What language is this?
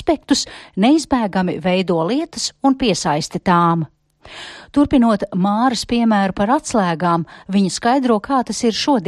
Latvian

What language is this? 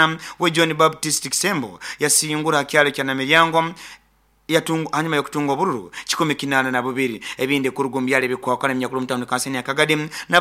Nyoro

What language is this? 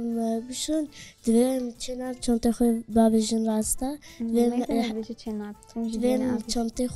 Kurdish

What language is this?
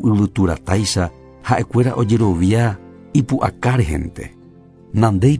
Guarani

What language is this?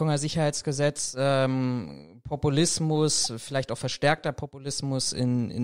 German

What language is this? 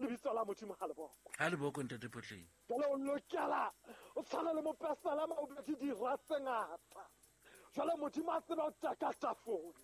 Southern Sotho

